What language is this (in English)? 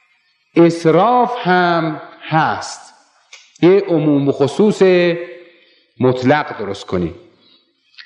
Persian